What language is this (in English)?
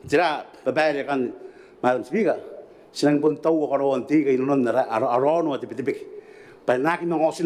Gilbertese